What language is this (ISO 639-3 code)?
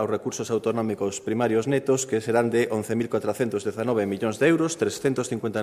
glg